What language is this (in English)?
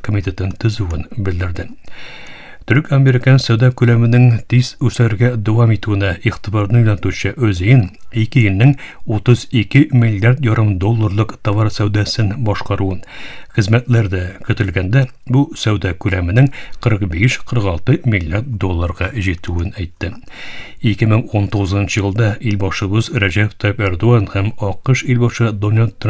Tatar